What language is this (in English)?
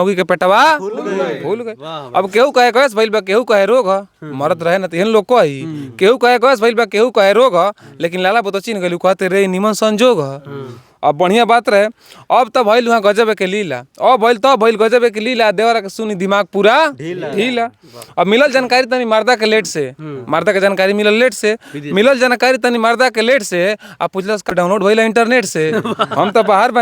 Bhojpuri